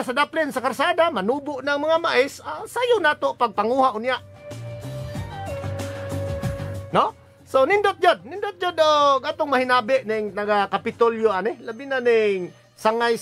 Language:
Cebuano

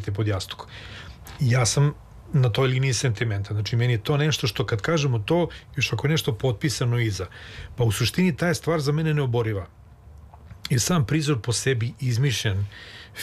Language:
Serbian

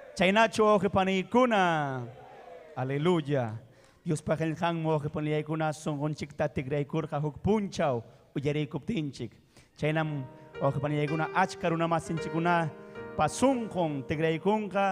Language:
Ayacucho Quechua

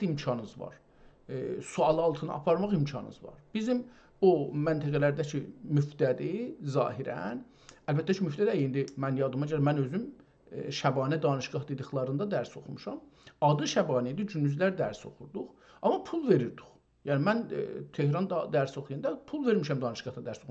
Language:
South Azerbaijani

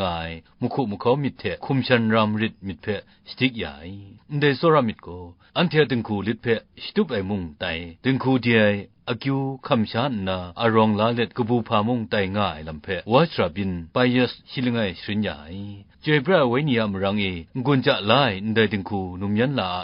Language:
Kachin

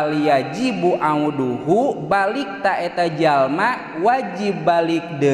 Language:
Sundanese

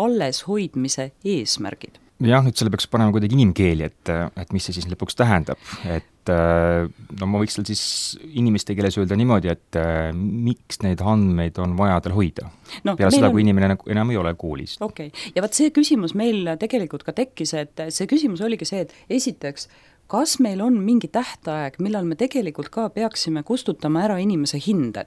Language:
Estonian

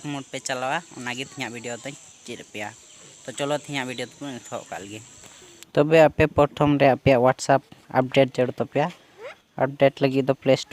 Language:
Santali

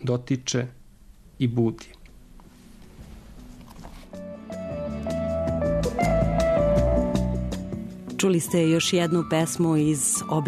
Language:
Serbian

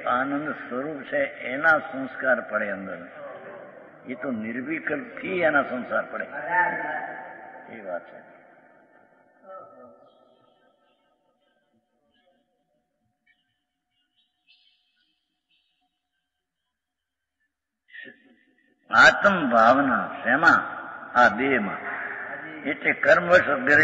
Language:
Gujarati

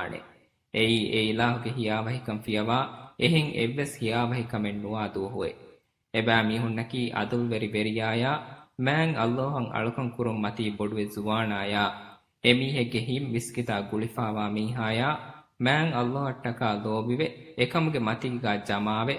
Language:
Divehi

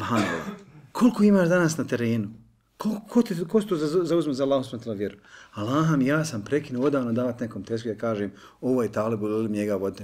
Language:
Bosnian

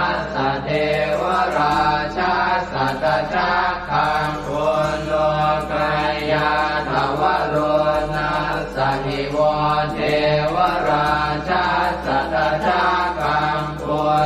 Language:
Pali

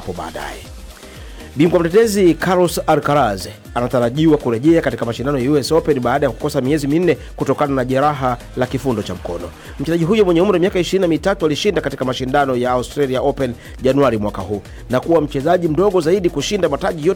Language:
Swahili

